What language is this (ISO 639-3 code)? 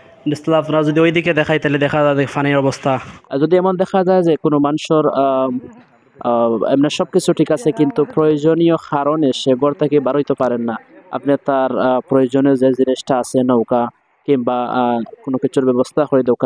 syl